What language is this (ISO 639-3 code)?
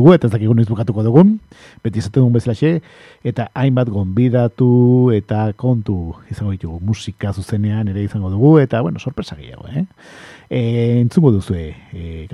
eus